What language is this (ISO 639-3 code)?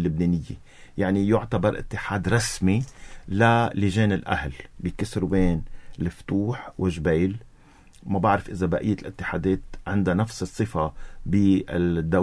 apc